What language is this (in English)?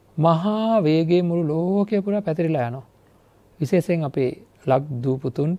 Sinhala